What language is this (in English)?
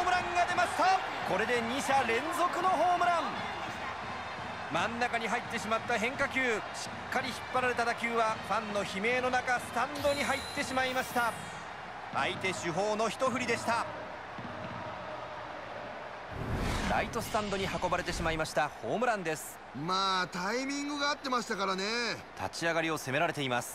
Japanese